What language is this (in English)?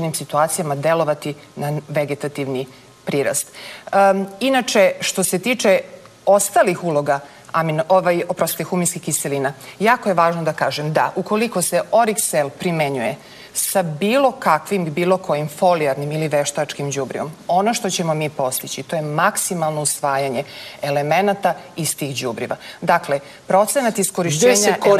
Serbian